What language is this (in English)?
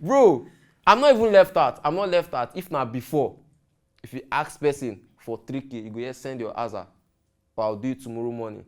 Nigerian Pidgin